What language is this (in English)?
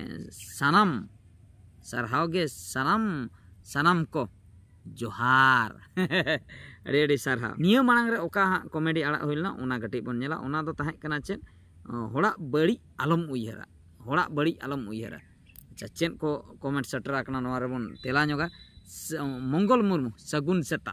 Santali